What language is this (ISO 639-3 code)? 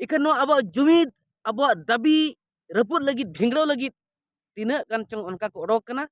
sat